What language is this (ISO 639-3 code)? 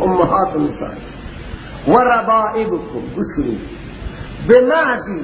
fas